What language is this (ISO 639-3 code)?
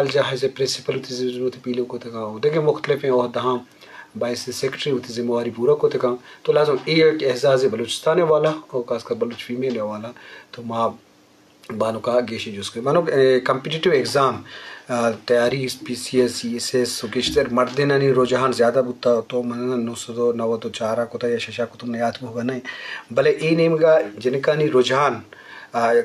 bgp